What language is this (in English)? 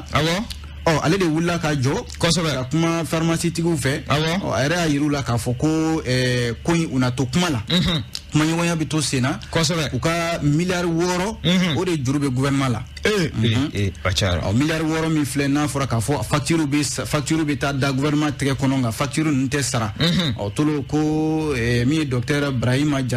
Bambara